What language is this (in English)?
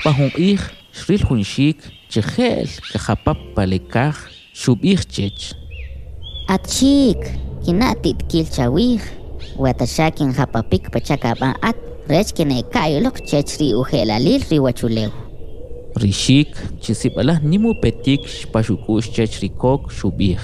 Kʼicheʼ